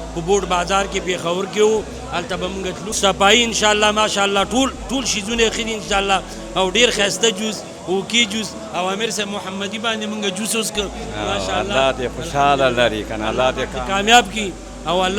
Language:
Pashto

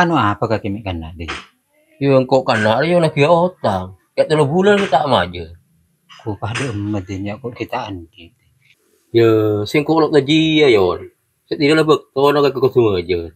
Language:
Madurese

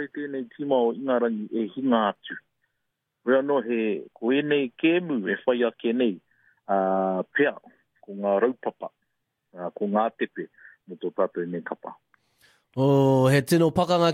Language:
Māori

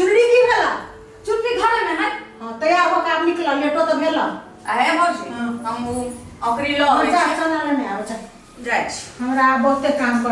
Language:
Maithili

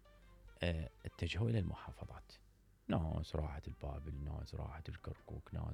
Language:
Mesopotamian Arabic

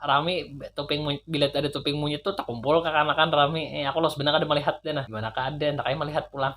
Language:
Banjar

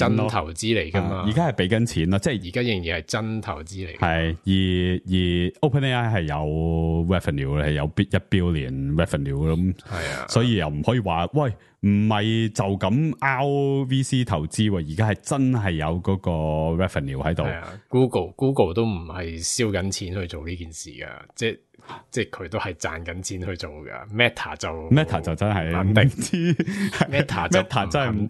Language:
Cantonese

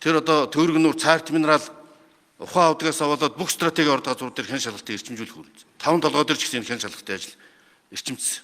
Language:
Mongolian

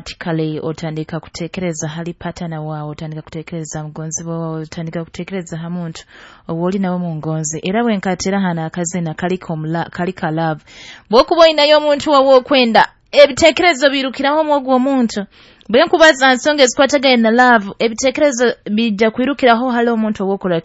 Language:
Nyoro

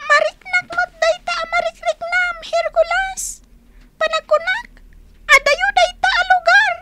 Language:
Iloko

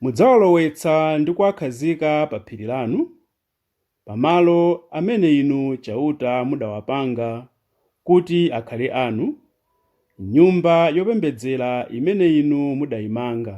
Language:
Nyanja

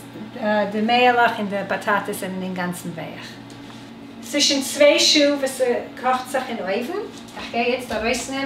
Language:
Yiddish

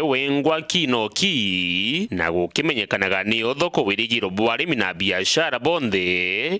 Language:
Meru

